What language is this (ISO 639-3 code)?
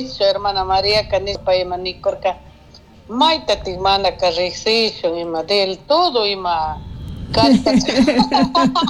qug